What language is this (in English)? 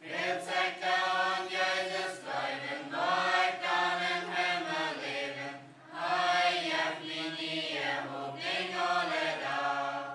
Plautdietsch